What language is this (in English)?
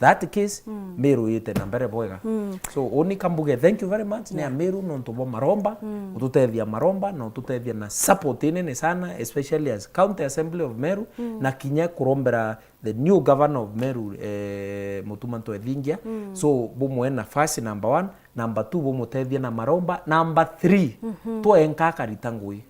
Meru